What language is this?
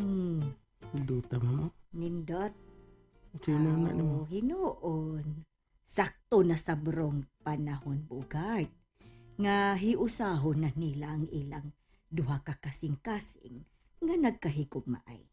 Cebuano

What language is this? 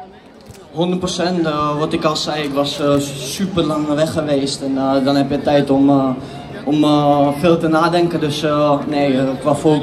Dutch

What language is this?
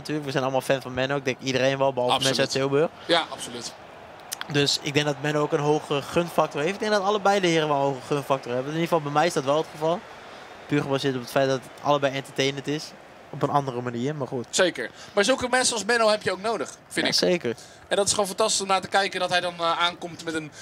Dutch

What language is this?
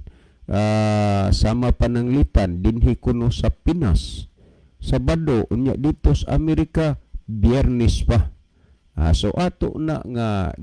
Cebuano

